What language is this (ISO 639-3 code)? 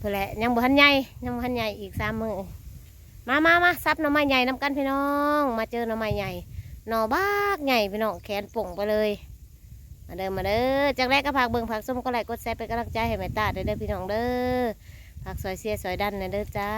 tts